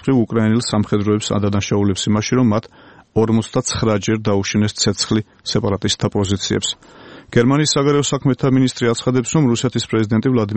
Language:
Georgian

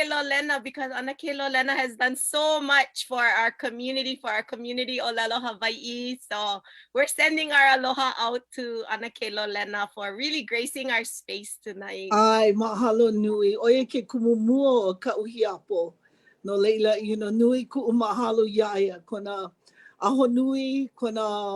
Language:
Hawaiian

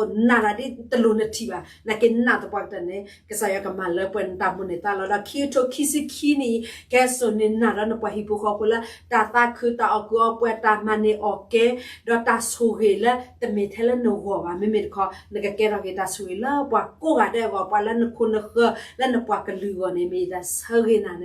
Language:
S'gaw Karen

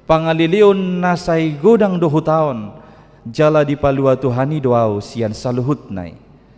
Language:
Batak Toba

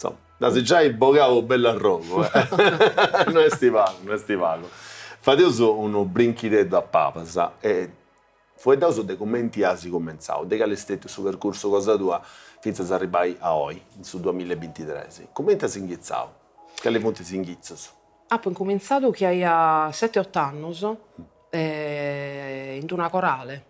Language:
Sardinian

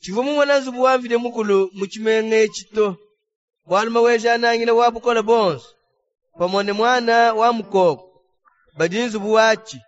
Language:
Luba-Lulua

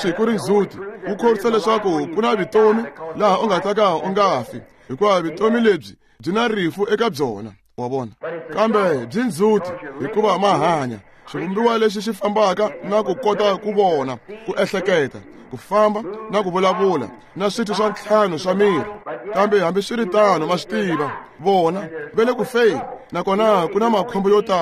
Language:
Tsonga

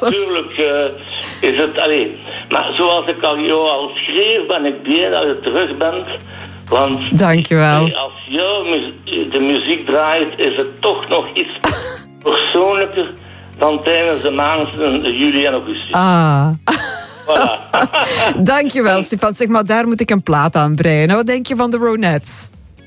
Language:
Dutch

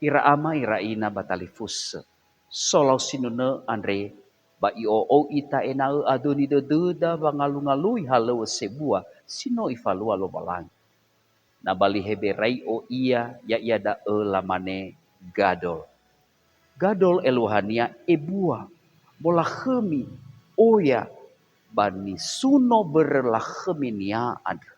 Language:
Nias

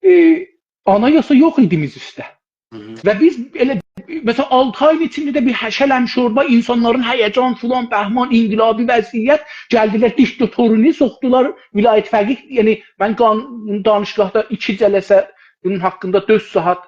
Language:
South Azerbaijani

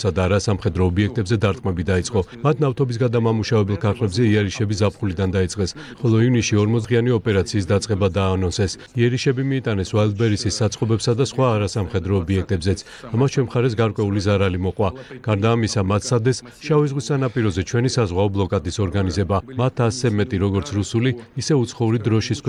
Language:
Georgian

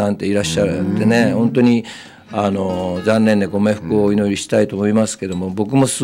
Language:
Japanese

